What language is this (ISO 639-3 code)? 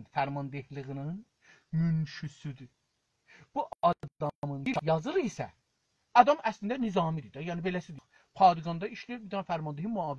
azb